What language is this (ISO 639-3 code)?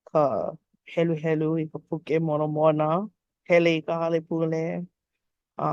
haw